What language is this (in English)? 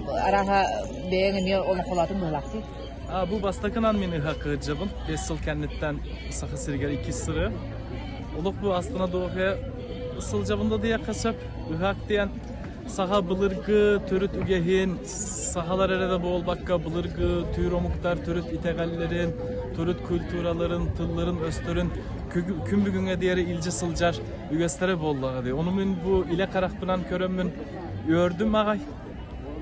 Yakut